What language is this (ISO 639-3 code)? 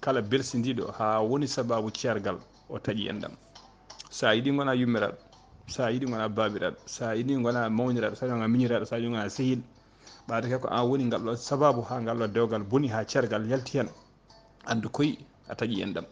ful